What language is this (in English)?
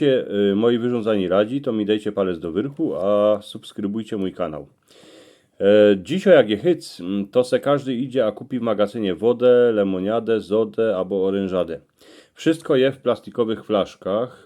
Silesian